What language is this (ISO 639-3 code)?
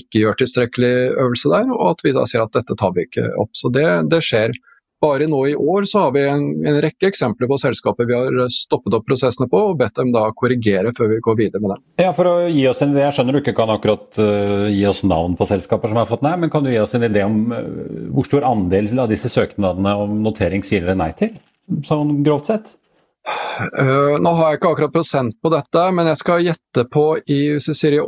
nor